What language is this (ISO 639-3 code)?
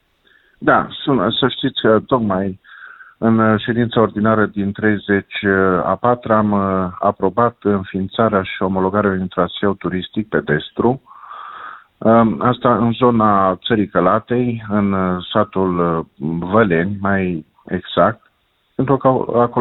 ron